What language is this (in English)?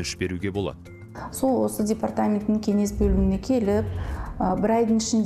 Kazakh